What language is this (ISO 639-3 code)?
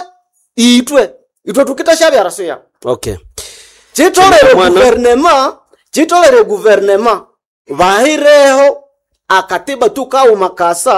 nnb